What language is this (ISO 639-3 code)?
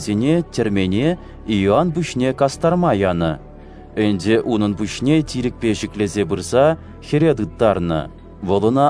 chv